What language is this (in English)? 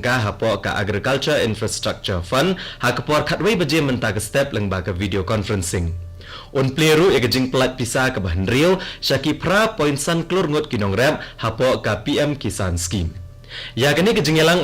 Khasi